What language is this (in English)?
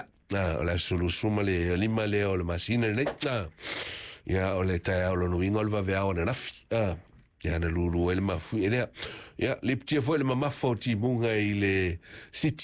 Samoan